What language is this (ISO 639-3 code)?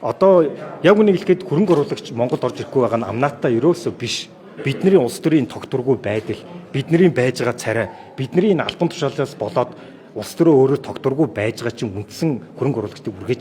mon